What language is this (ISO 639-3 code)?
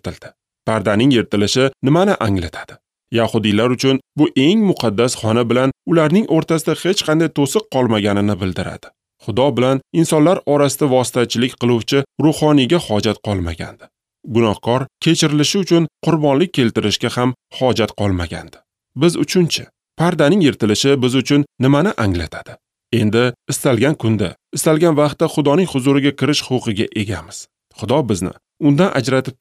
uzb